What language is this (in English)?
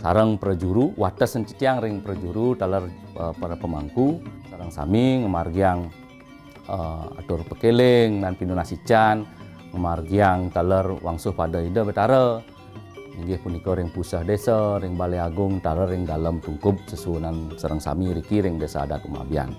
Balinese